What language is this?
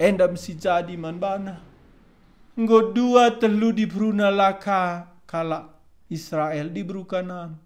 Batak Karo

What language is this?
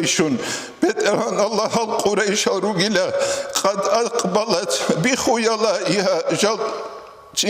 Avaric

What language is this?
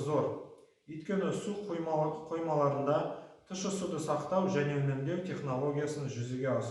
Kazakh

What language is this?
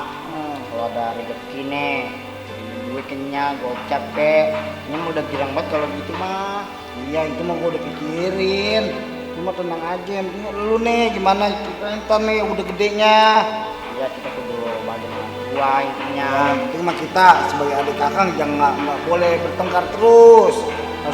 Betawi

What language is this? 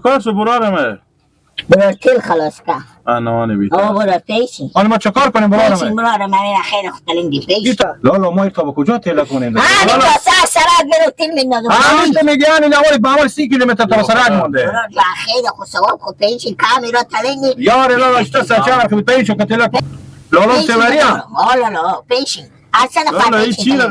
Persian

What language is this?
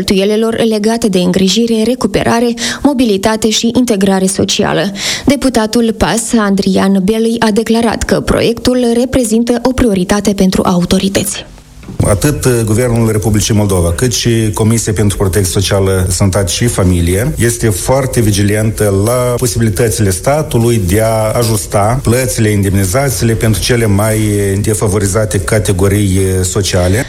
Romanian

